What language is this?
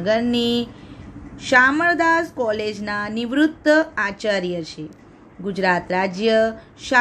Gujarati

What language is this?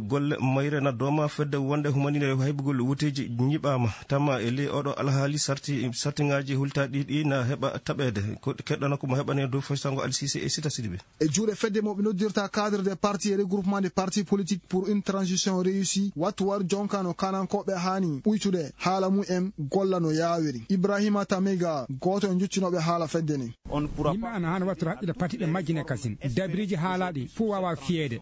Fula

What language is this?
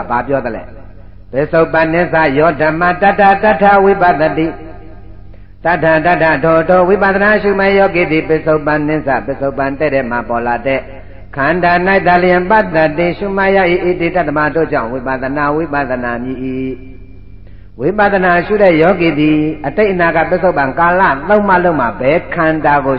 Burmese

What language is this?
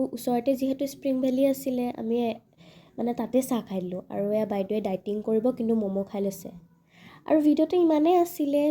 Assamese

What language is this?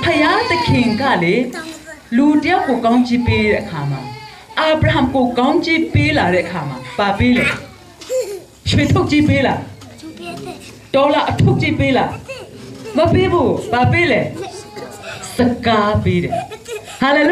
Burmese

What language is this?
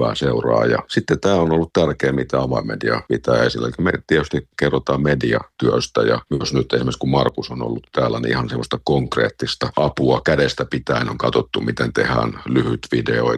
Finnish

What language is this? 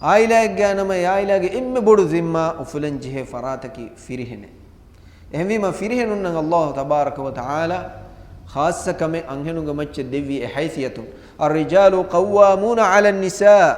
Divehi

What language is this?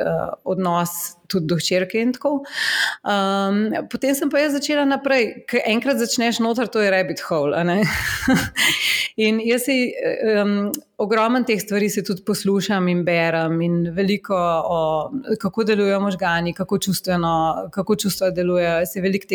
Slovenian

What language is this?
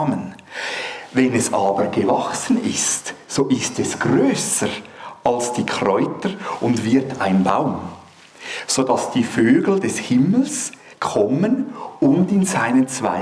Swiss German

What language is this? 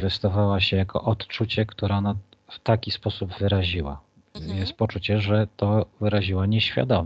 Polish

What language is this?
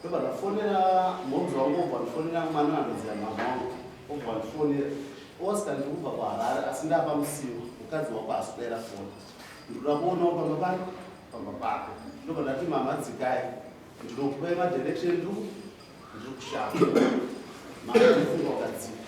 Shona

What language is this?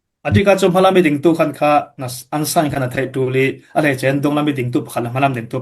Falam Chin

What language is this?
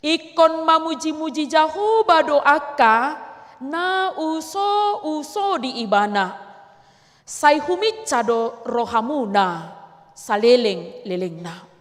Batak Toba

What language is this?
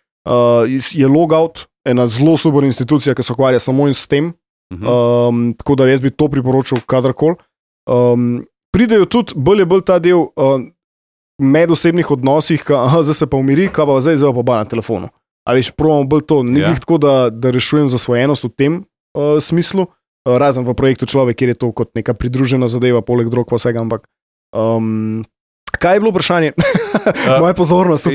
Slovenian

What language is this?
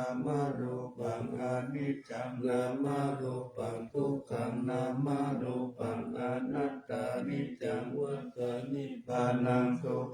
Pali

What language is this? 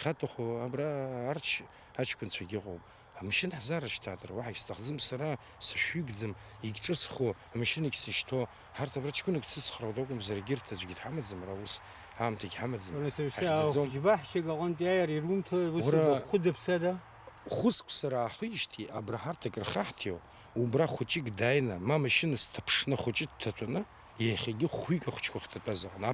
Abkhazian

